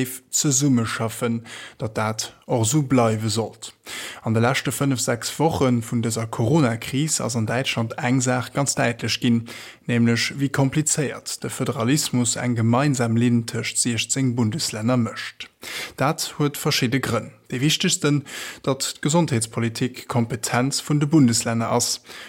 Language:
Luxembourgish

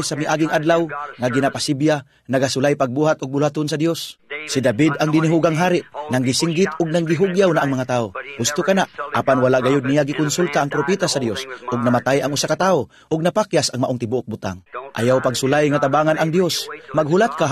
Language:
Cebuano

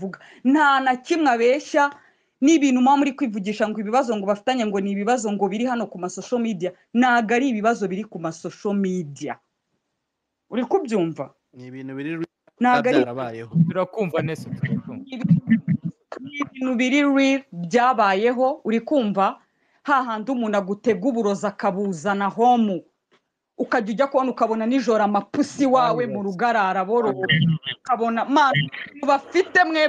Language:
Kinyarwanda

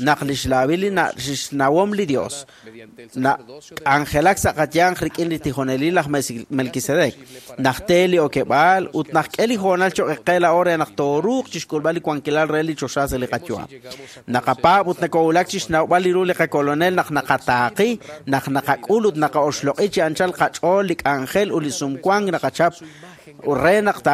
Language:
Kekchí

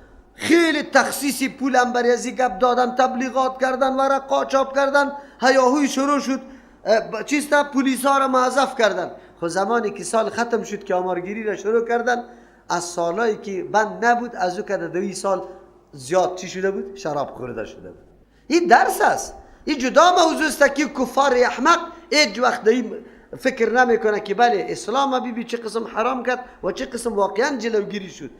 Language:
Persian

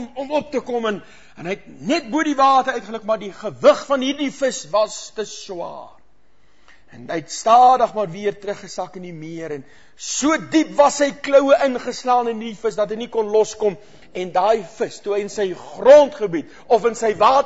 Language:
Afrikaans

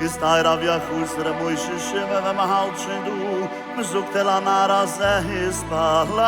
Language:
Yiddish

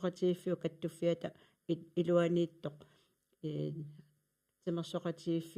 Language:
Kalaallisut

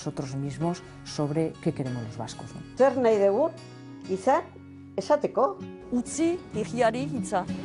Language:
Basque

